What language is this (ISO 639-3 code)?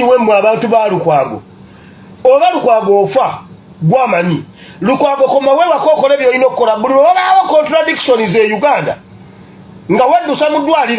lug